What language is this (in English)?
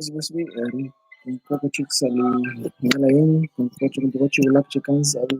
Kekchí